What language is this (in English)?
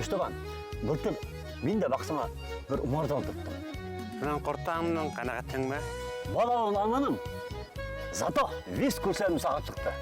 Bashkir